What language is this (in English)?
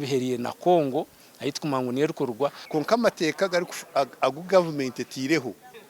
Nyankole